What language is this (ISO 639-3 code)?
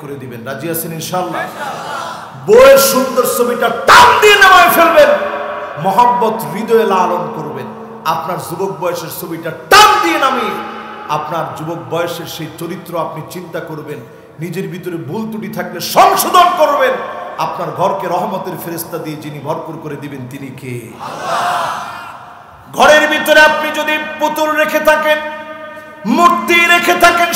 ben